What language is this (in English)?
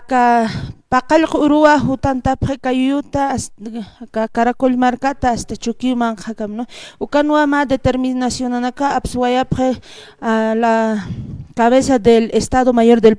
Aymara